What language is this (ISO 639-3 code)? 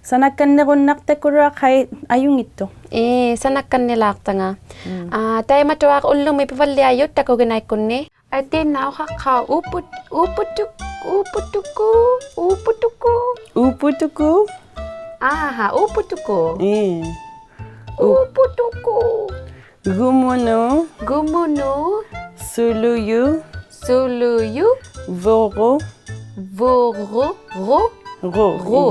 iku